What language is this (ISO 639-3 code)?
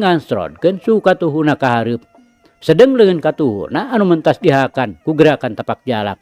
sun